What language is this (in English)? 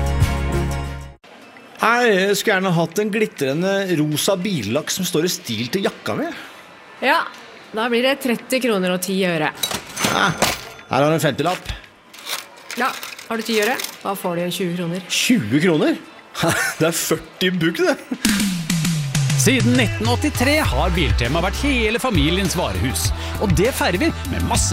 Norwegian